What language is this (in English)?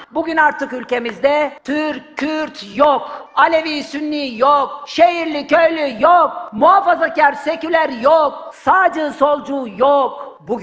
Turkish